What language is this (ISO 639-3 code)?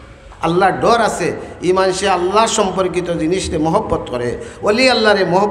syl